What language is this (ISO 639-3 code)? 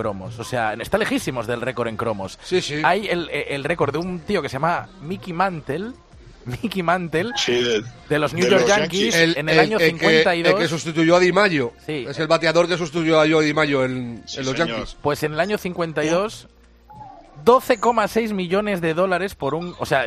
spa